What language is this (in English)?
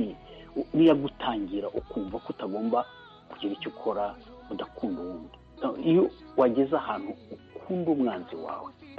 Kinyarwanda